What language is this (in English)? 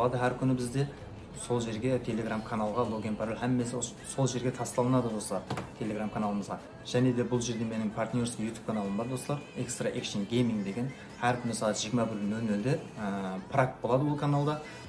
Kara-Kalpak